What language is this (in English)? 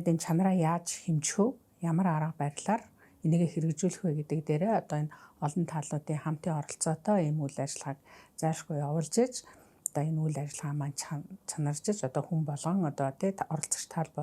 Mongolian